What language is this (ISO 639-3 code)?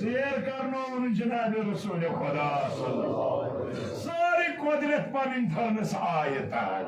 kas